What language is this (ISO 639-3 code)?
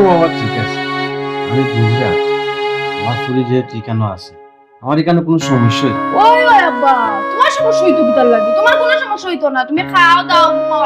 syl